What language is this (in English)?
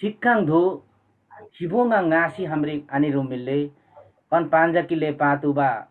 Limbu